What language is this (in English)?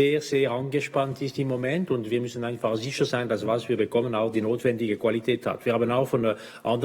Swiss German